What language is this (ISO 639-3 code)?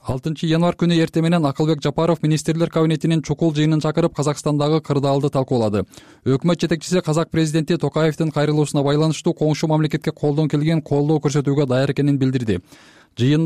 kir